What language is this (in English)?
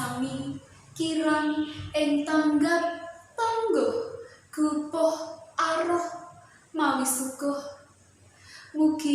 Javanese